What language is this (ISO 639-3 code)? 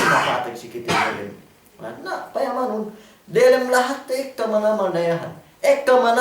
yka